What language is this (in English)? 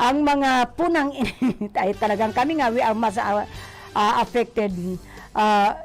Bikol